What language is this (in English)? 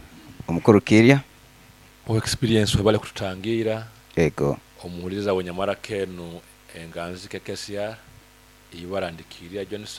Nyoro